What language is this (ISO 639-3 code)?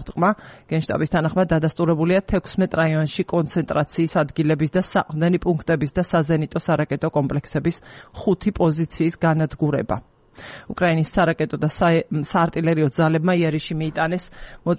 kat